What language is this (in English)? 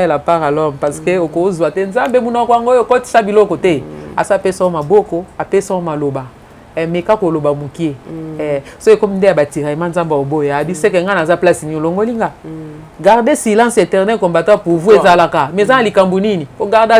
Lingala